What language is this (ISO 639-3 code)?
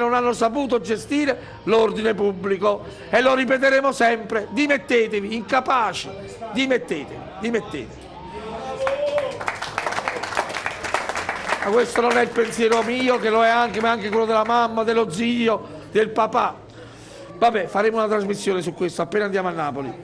ita